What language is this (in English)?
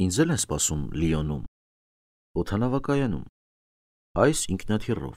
Armenian